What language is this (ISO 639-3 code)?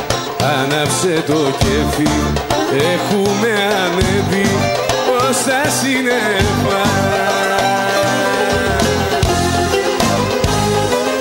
ell